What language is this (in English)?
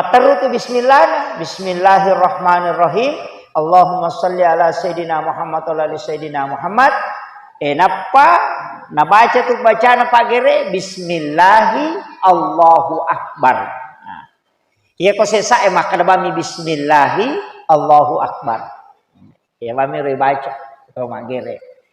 Buginese